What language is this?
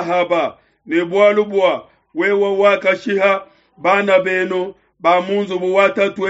Luba-Lulua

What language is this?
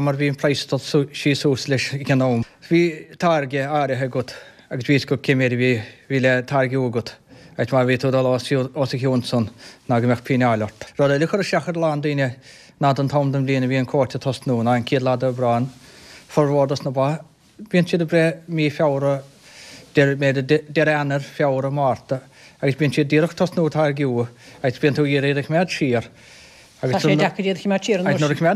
Irish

